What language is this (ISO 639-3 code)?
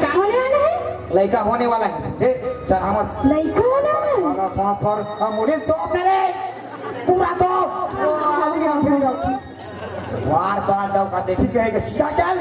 hne